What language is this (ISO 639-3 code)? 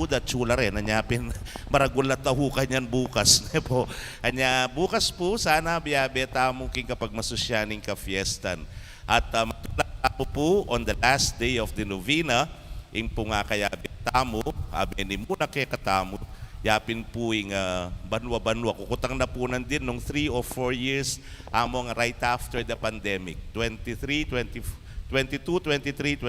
pam